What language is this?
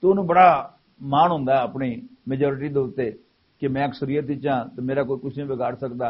Western Panjabi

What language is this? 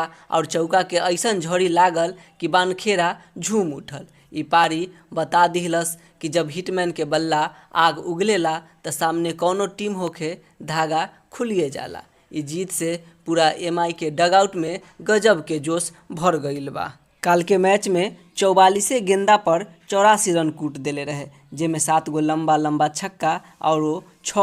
Bhojpuri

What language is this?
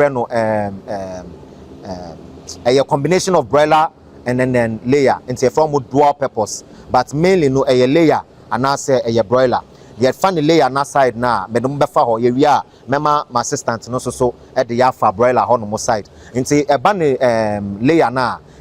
Akan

